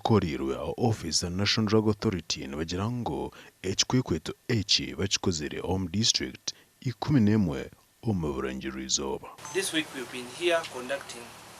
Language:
Nyankole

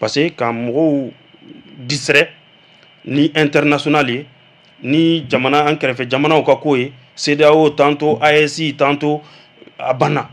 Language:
Bambara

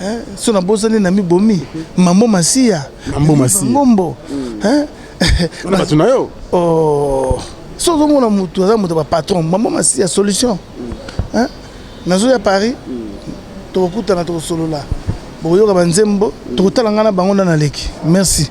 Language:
Lingala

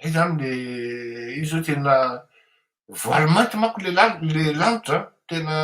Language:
Malagasy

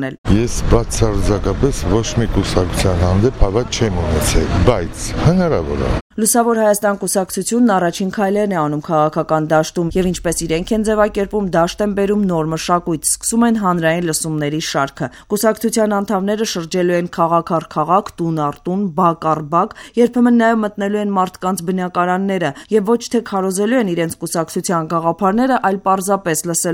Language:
Armenian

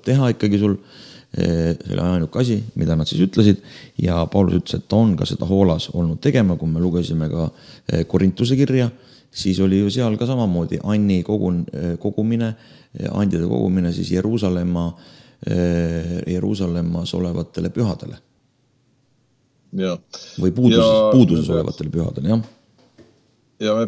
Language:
Estonian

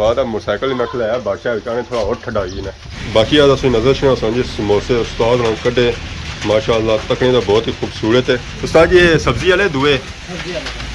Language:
Pahari-Potwari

